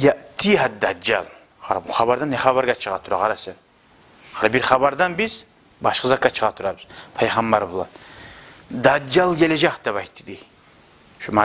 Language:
Kumyk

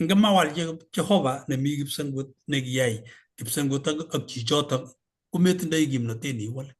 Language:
Kalenjin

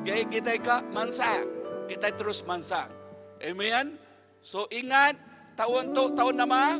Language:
Iban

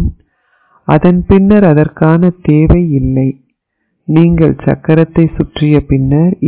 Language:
Tamil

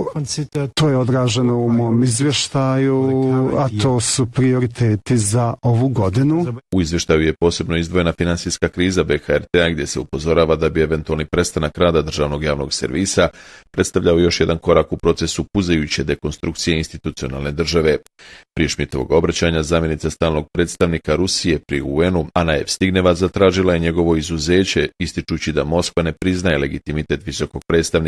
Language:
Bosnian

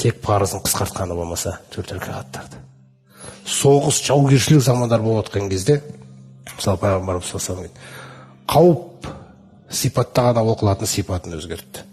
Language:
Kazakh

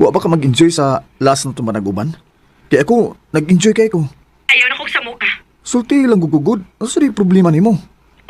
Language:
Cebuano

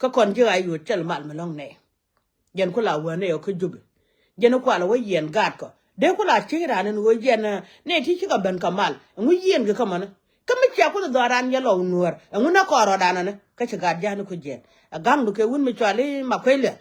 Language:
Nuer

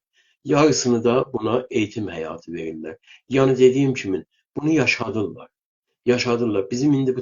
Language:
South Azerbaijani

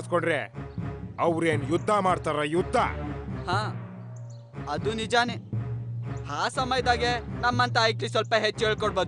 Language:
Kannada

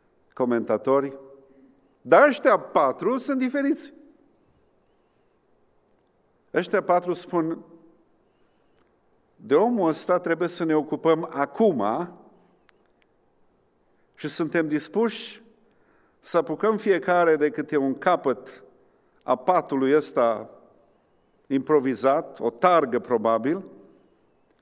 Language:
Romanian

